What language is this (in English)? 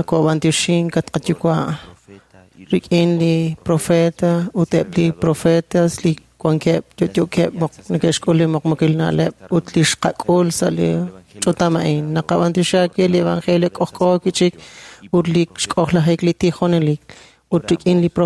Kekchí